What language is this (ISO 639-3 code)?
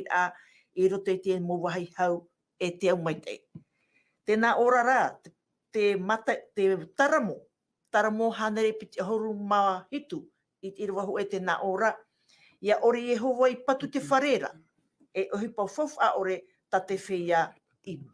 tah